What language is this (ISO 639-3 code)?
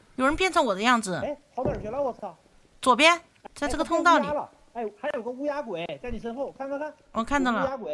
zho